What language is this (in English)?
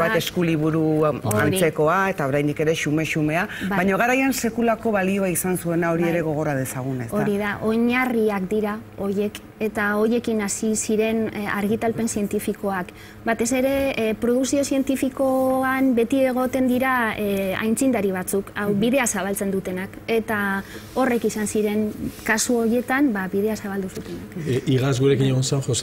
Basque